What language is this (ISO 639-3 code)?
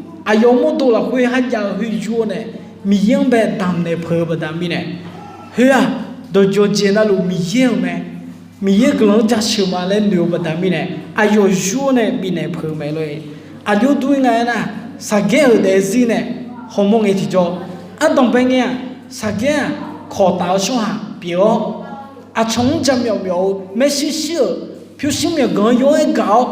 ahk